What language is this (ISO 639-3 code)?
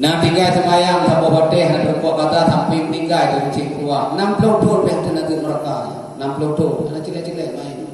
ace